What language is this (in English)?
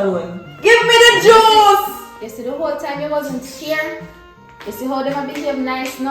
Jamaican Creole English